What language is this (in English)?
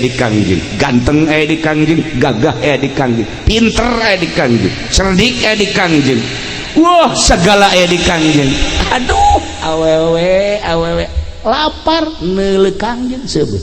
Sundanese